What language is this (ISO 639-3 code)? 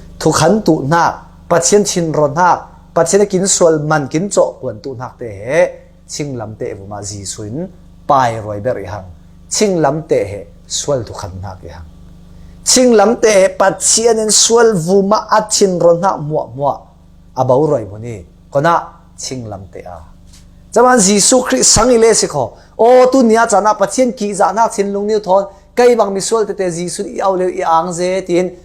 cfm